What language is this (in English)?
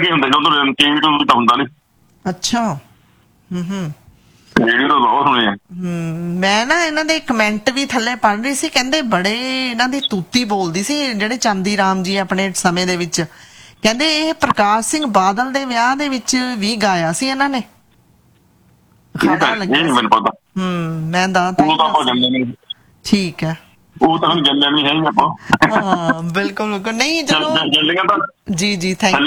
Punjabi